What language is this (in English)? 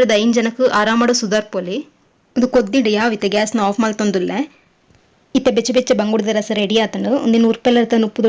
Tulu